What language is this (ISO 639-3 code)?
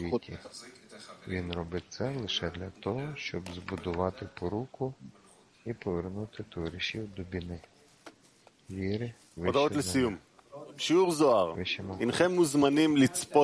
ukr